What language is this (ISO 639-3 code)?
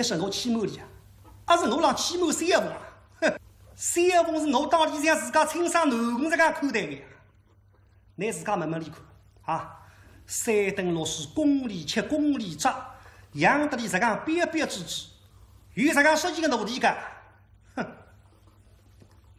wuu